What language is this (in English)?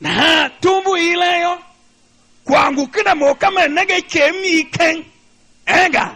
Tiv